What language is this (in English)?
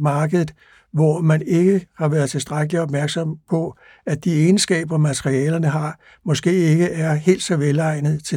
Danish